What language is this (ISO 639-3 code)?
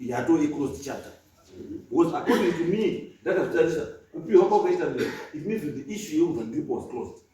sna